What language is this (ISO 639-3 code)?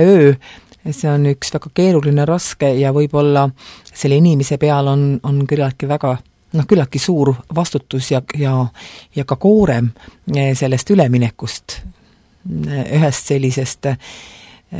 est